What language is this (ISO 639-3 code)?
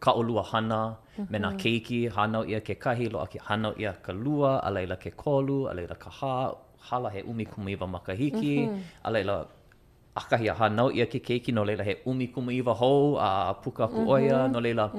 haw